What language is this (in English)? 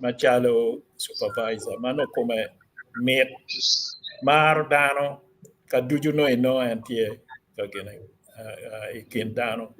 Acoli